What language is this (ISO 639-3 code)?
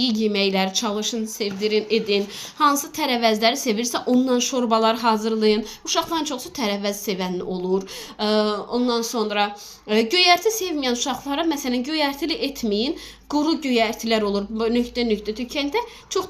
aze